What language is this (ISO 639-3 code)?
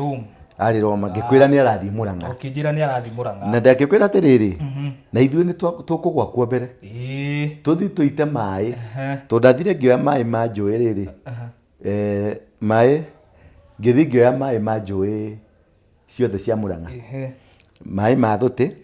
kik